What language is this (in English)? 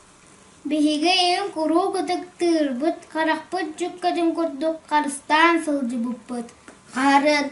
Yakut